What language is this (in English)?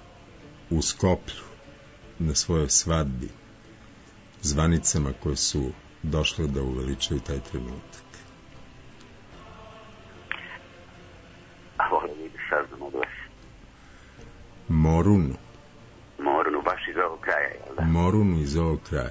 Serbian